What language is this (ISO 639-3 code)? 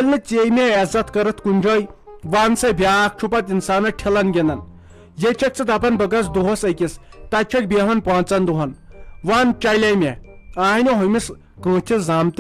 kas